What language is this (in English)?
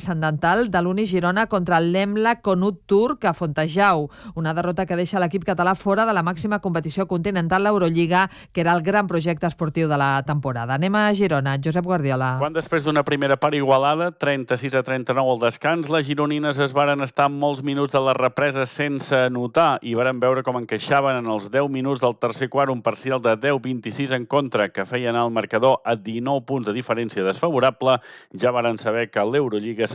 Catalan